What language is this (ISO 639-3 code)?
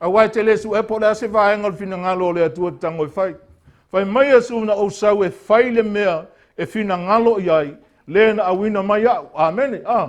smo